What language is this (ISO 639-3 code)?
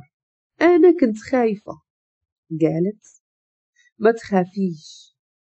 ary